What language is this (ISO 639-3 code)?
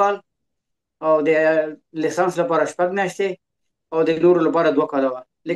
pus